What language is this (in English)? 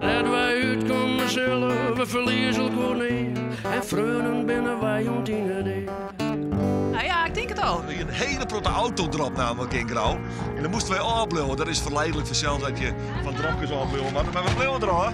Western Frisian